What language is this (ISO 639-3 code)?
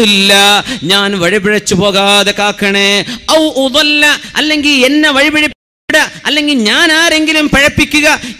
mal